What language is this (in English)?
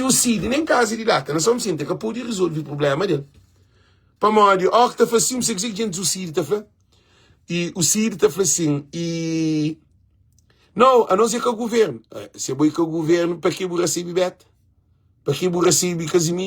Kabuverdianu